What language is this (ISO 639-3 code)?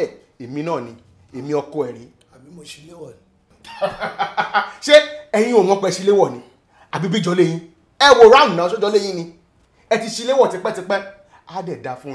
yor